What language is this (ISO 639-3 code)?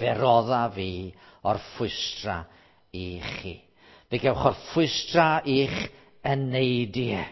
cym